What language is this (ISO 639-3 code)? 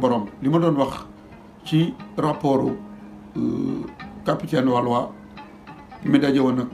wol